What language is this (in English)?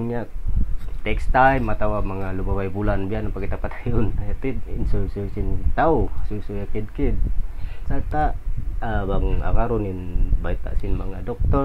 Tausug